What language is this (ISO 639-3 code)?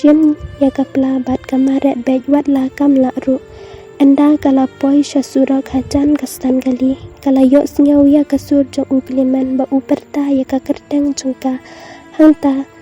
kha